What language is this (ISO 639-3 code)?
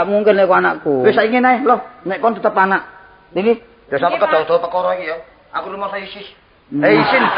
jav